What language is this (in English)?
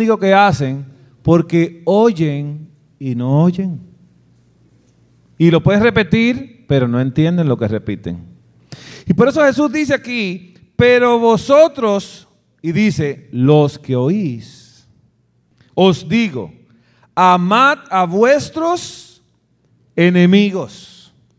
Spanish